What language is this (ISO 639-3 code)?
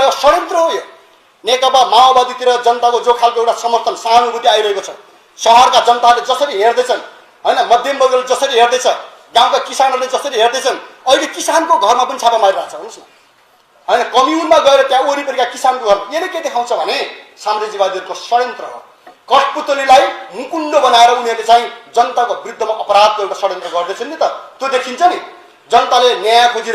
nep